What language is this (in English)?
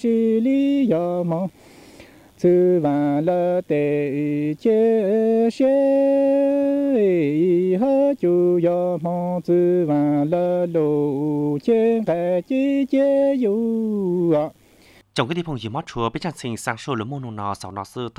Vietnamese